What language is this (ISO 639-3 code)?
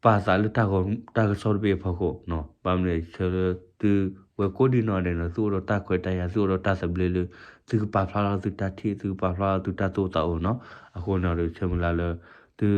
ksw